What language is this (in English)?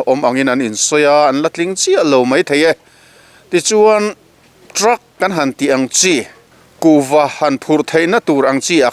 Mizo